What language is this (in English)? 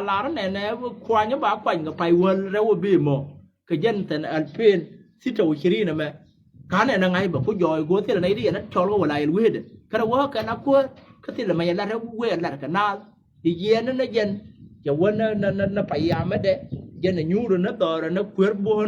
Nuer